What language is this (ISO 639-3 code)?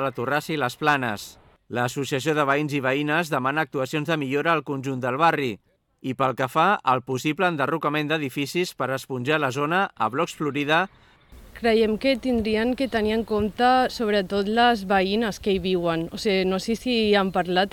cat